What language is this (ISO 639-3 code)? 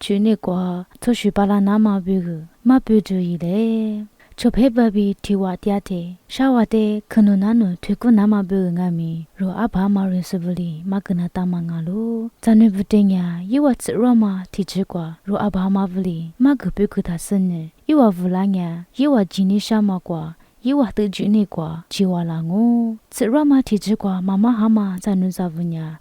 lis